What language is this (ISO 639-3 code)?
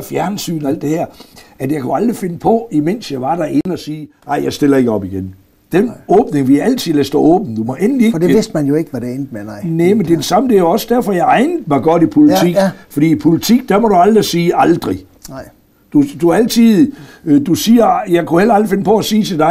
dan